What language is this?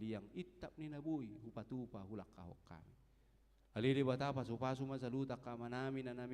Batak Toba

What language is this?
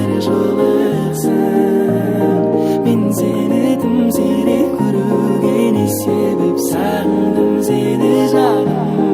Kara-Kalpak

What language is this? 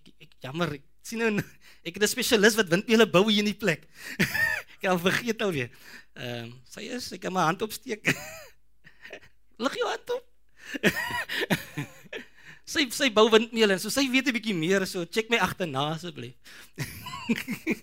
Afrikaans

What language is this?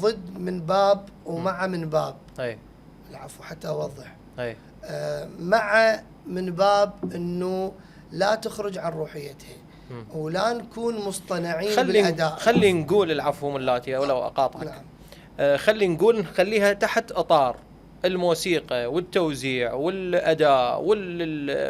Mesopotamian Arabic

